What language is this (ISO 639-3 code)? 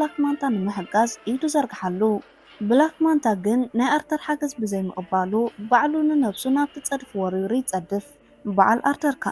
tir